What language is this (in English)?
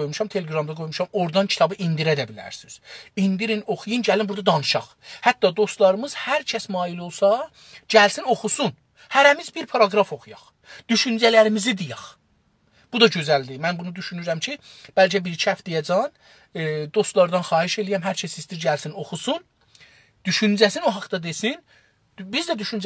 South Azerbaijani